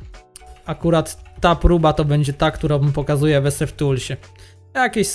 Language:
Polish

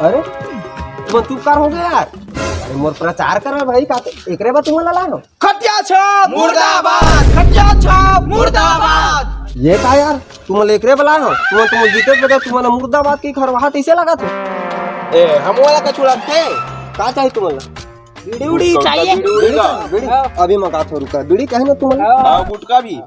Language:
Chhattisgarhi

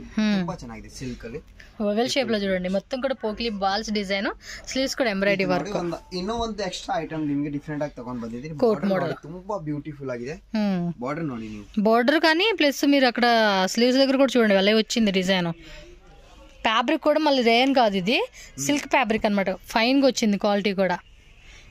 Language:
Telugu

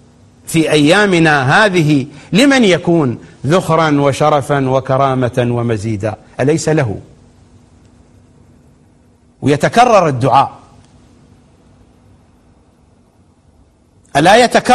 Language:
Arabic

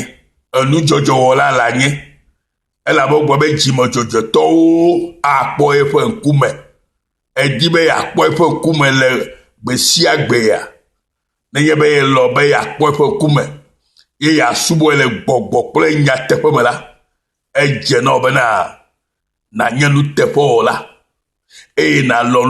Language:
Ewe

